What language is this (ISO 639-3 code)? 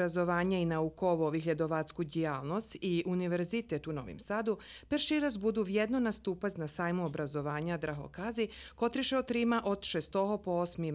rue